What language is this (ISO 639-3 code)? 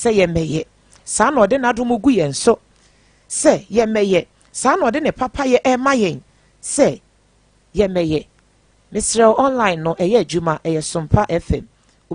aka